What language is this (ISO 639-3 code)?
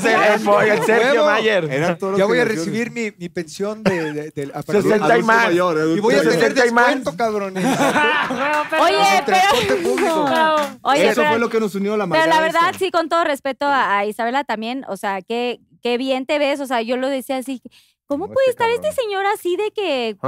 spa